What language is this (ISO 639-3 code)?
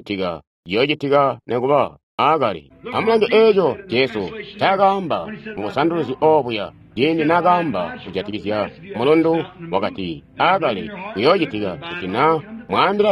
toi